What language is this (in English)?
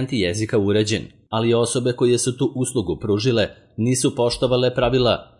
Serbian